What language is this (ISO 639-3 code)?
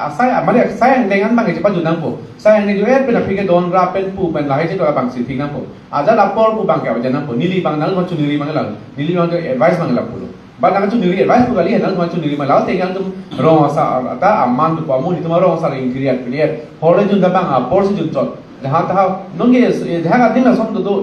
mjw